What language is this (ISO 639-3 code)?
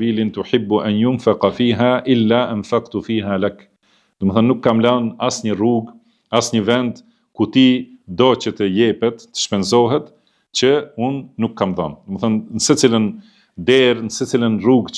sqi